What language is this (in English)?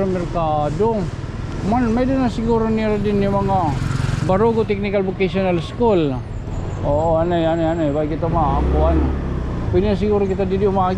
Waray